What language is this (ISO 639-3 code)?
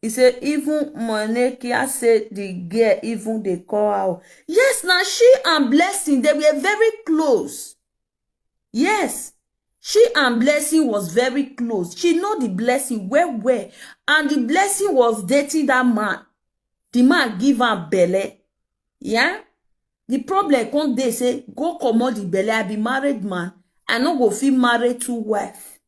pcm